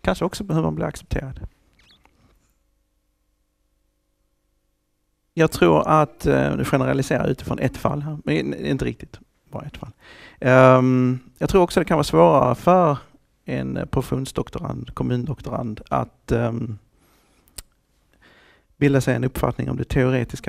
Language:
Swedish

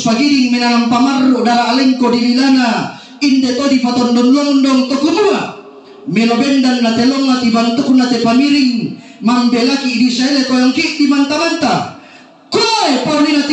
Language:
Toraja-Sa'dan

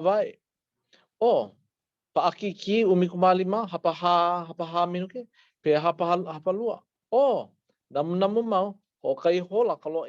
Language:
Hawaiian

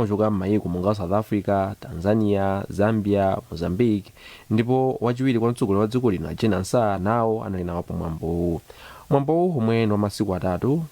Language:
Nyanja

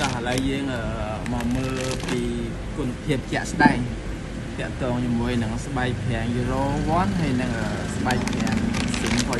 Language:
Khmer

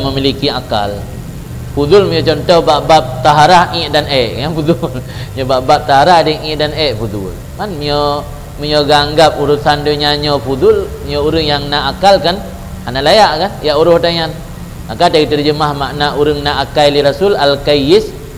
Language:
Achinese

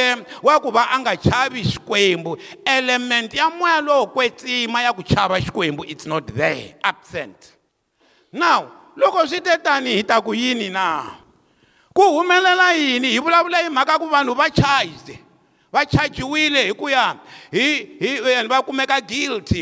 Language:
Tsonga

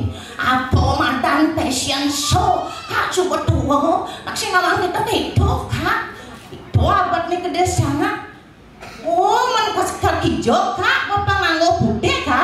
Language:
Balinese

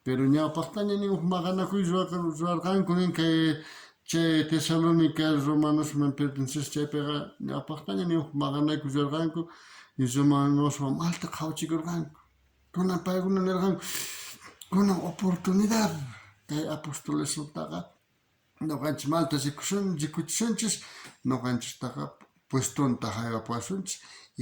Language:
South Bolivian Quechua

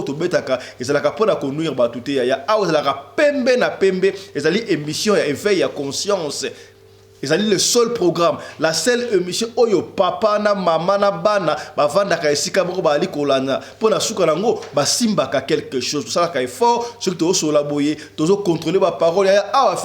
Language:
Lingala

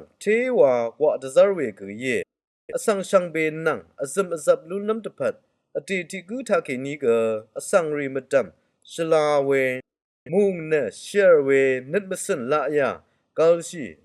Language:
Rawang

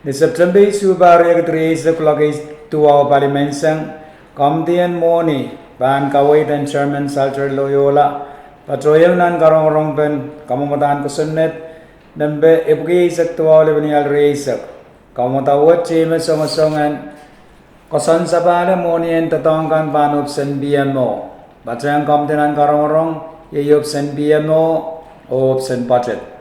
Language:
Pohnpeian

